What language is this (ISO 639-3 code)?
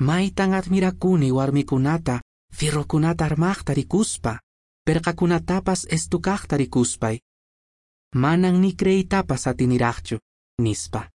que